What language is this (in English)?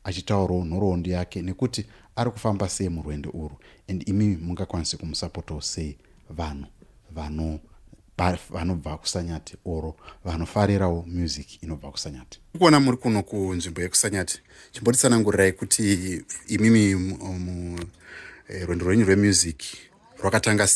Shona